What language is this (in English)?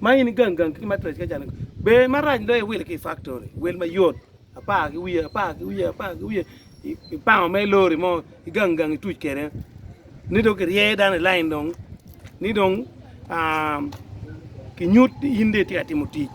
Acoli